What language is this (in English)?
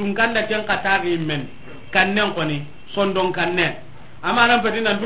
Soninke